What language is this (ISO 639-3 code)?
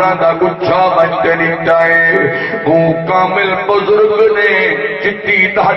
skr